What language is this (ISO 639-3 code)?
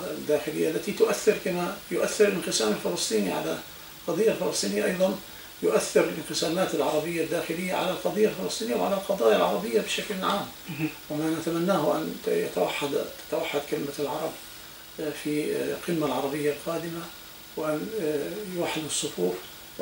ara